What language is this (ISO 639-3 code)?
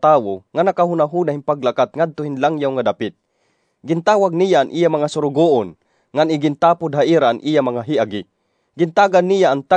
war